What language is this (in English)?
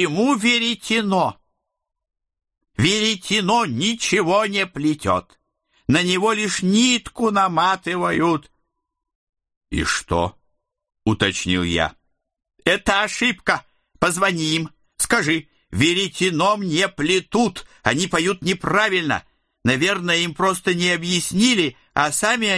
Russian